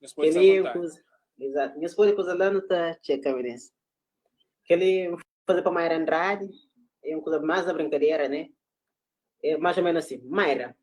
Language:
Kabuverdianu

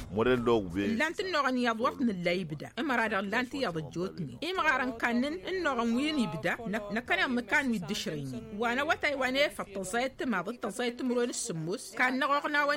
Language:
Tamasheq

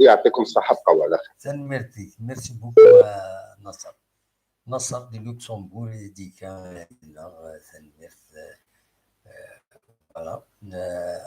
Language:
Kabyle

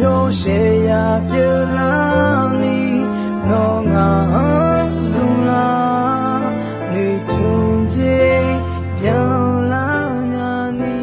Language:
Akha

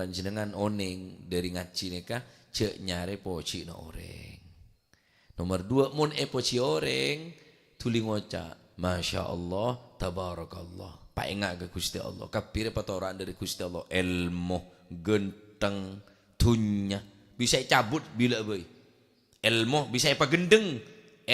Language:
Madurese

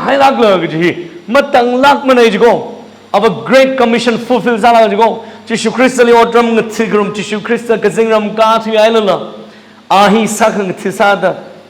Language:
Tangkhul Naga (India)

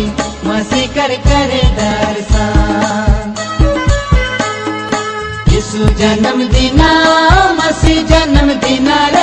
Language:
Sadri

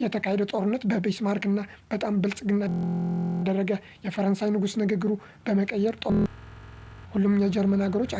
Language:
Amharic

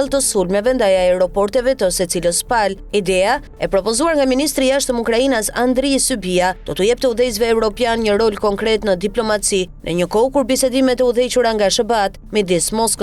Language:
Albanian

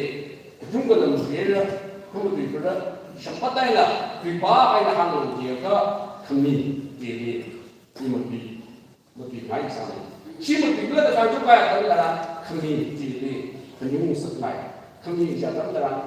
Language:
Tangkhul Naga (India)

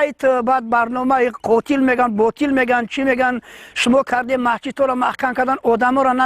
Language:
Tajik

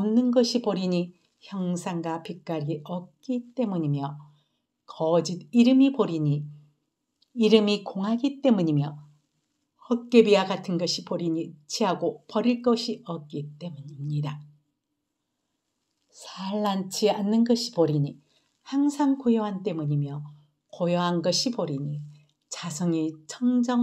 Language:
Korean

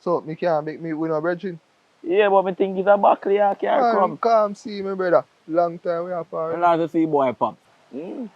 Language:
Jamaican Creole English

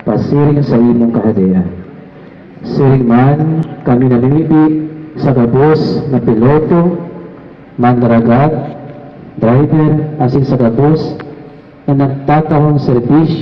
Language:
Bikol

